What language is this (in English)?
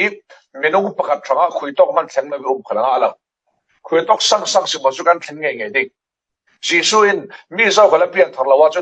Falam Chin